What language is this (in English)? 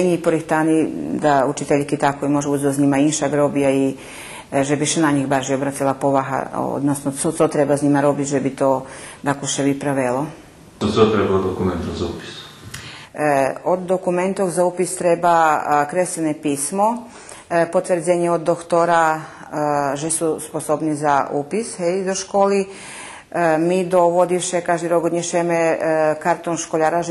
Rusyn